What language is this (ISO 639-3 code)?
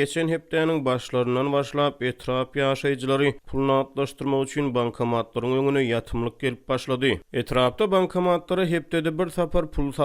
tuk